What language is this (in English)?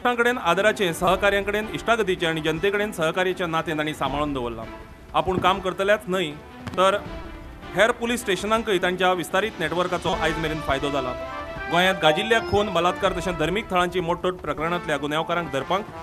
Konkani